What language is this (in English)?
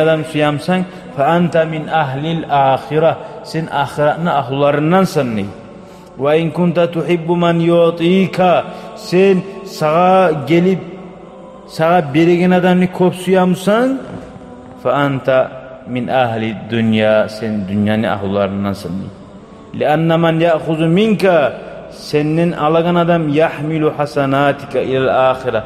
Kumyk